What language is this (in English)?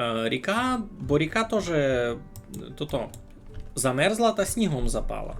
Rusyn